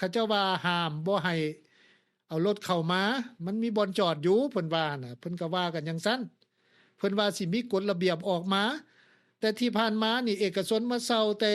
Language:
Lao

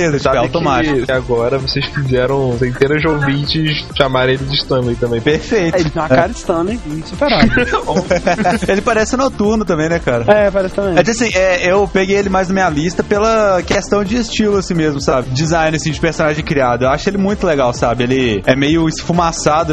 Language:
Portuguese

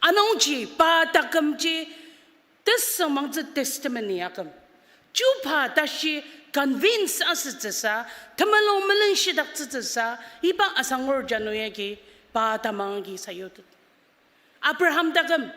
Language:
Ao Naga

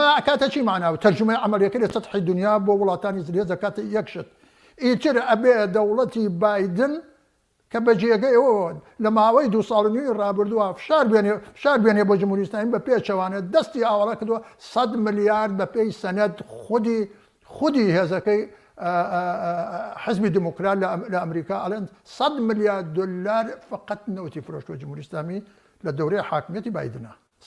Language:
Central Kurdish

